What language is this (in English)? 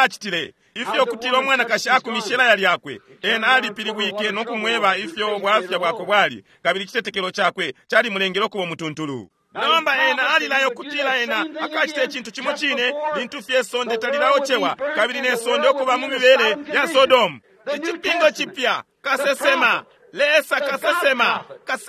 Bemba